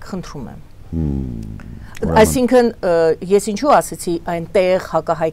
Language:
Armenian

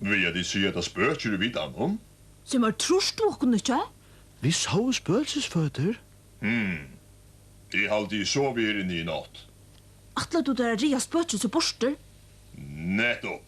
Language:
Faroese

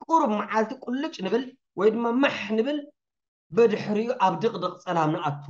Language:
Tigrinya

